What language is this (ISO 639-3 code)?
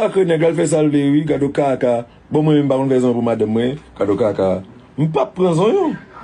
hat